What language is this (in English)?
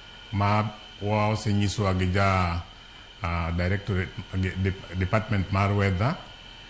Luo (Kenya and Tanzania)